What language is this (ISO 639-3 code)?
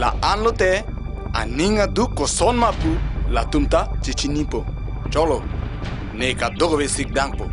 mjw